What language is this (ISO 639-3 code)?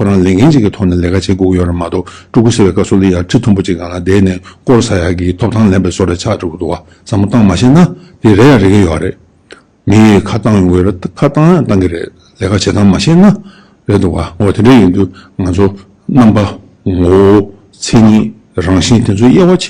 bod